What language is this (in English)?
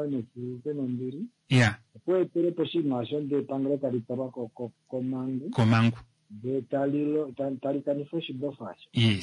Kuanyama